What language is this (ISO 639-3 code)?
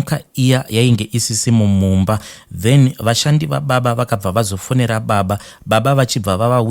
sna